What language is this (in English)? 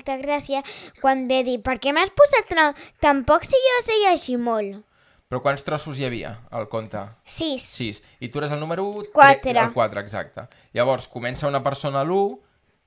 Catalan